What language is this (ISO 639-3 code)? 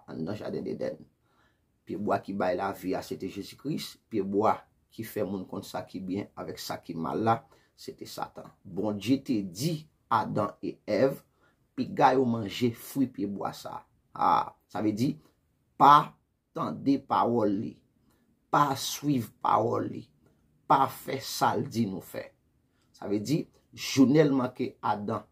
hat